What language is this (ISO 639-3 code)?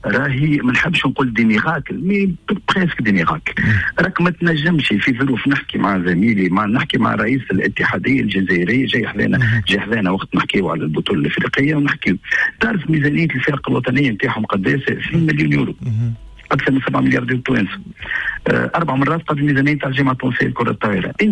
aeb